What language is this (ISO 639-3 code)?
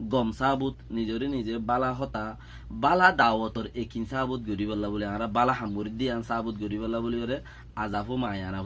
rhg